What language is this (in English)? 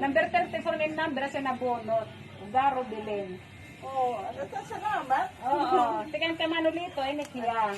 Waray